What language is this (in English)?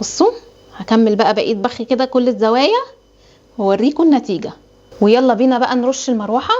Egyptian Arabic